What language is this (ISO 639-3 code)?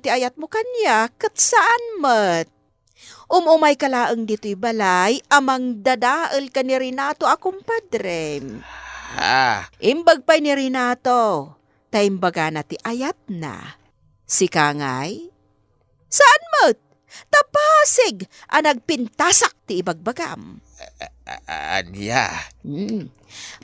ilo